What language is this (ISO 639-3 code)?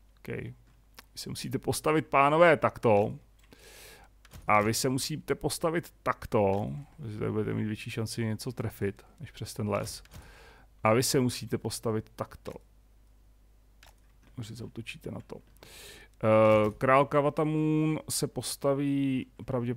ces